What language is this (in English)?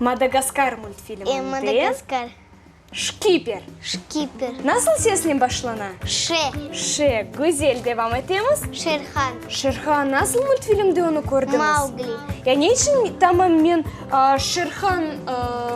Crimean Tatar